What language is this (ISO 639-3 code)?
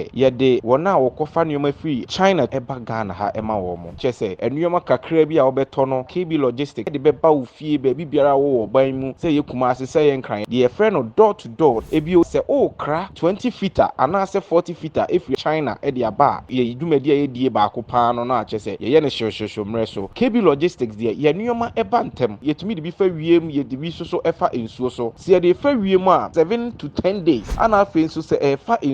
aka